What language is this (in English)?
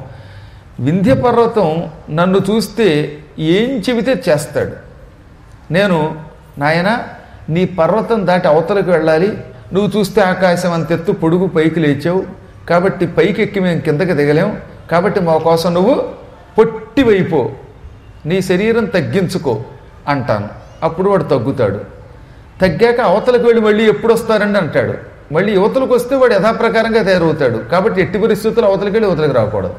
Telugu